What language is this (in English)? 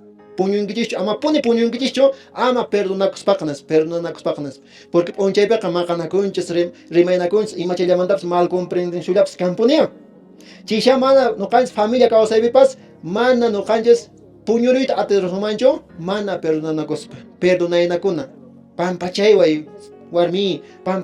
Quechua